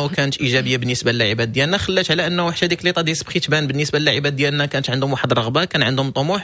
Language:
Moroccan Arabic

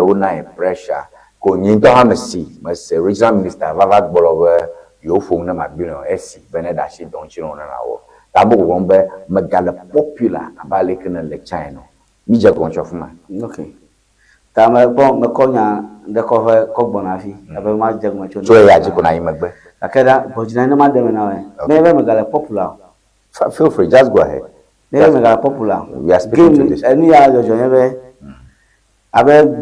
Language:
Ewe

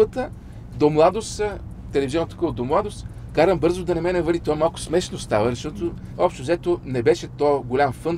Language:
Bulgarian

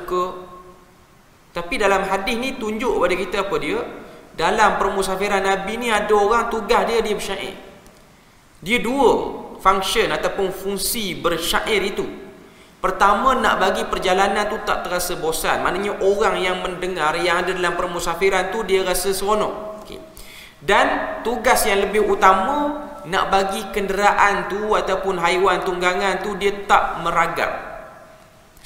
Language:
Malay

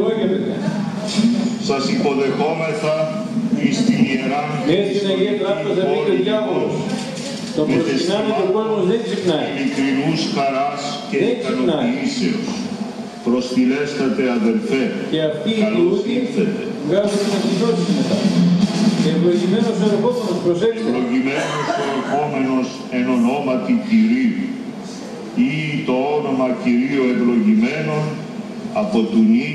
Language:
Greek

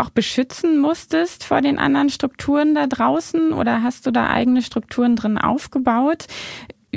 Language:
German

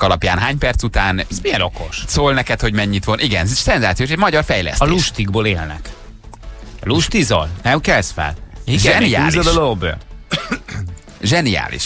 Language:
Hungarian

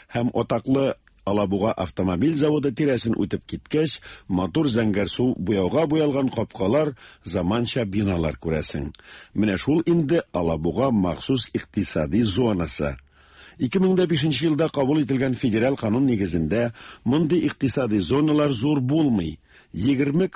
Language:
Tatar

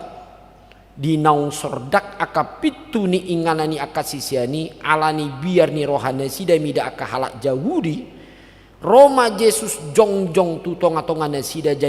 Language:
Batak Toba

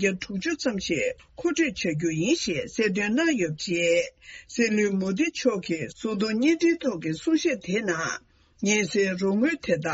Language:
Tibetan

